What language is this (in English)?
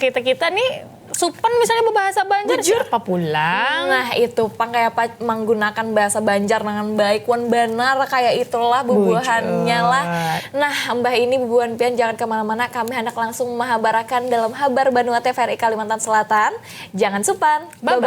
Banjar